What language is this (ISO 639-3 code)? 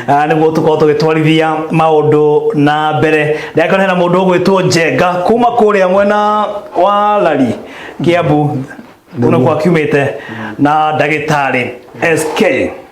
kik